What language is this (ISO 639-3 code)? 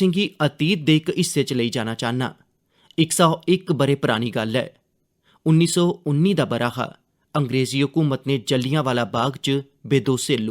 doi